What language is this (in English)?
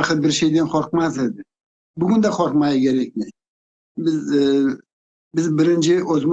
Crimean Tatar